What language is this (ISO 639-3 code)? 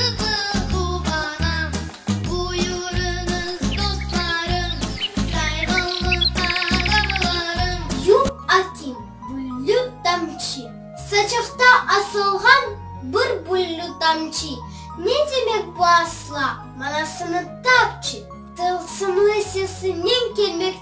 crh